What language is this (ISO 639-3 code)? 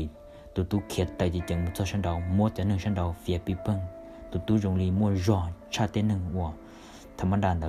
hmn